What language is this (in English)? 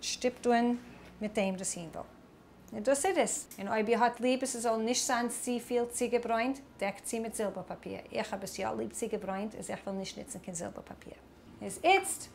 Yiddish